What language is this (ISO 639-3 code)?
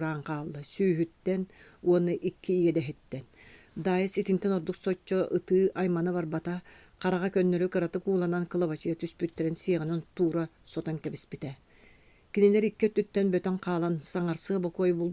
sah